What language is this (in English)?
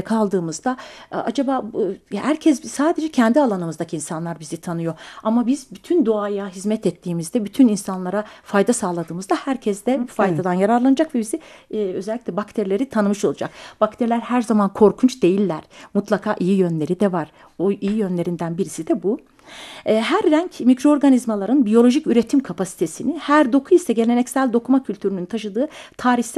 Turkish